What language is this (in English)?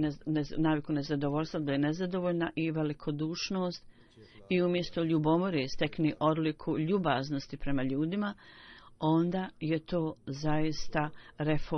Bosnian